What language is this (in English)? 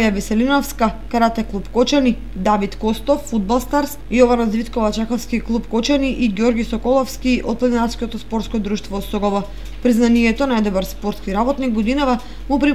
Macedonian